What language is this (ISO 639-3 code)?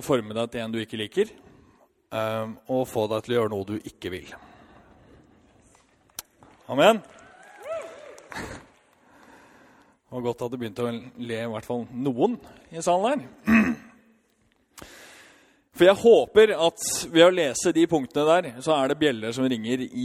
nor